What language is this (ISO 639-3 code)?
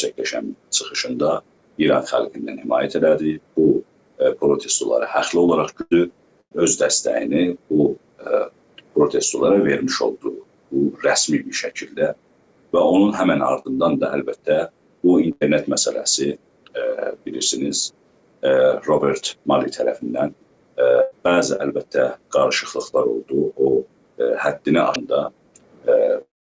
azb